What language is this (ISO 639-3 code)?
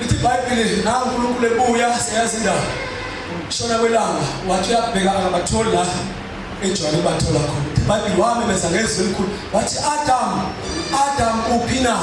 zul